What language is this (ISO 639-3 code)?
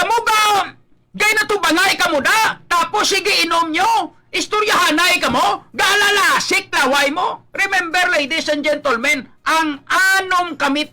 hil